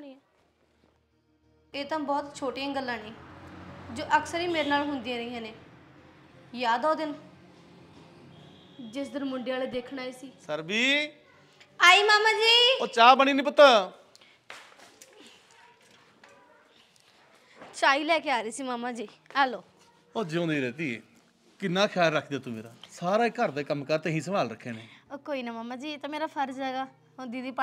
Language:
Punjabi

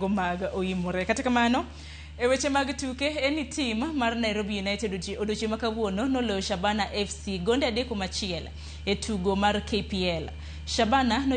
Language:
Luo (Kenya and Tanzania)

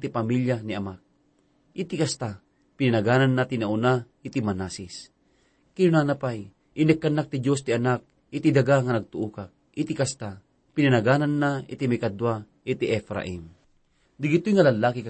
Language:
Iloko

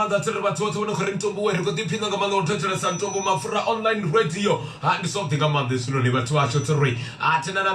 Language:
Venda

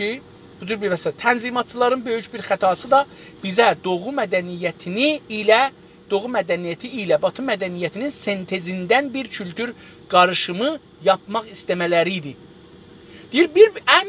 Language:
South Azerbaijani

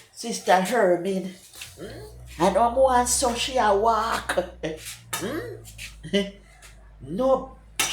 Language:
Jamaican Creole English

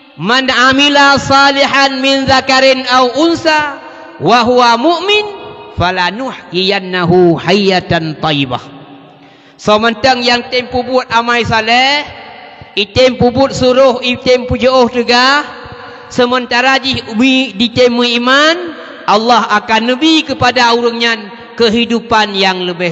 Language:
Achinese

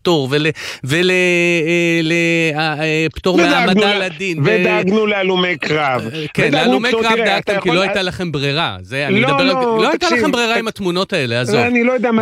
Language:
Hebrew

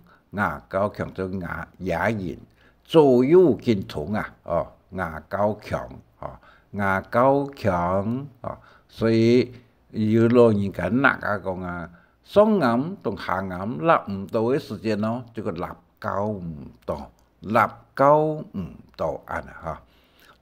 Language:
Hakka Chinese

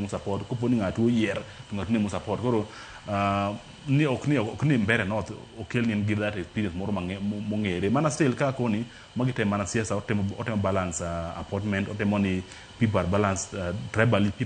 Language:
Luo (Kenya and Tanzania)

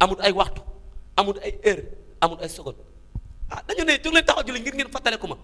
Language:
Wolof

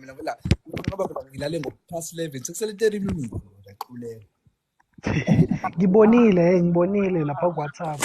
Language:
Zulu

